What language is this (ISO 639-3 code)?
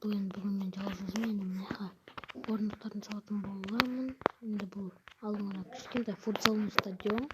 kaz